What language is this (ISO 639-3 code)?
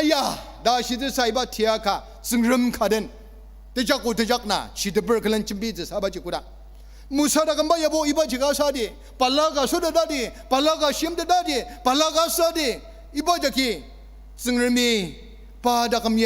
njo